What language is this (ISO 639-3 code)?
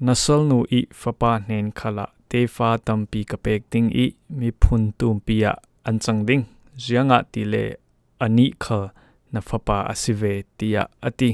cfm